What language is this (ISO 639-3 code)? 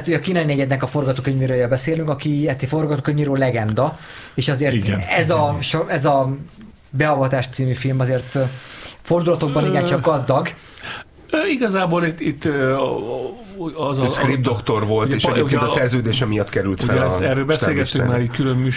hun